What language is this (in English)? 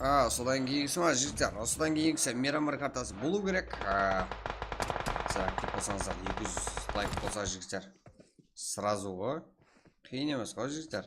Kara-Kalpak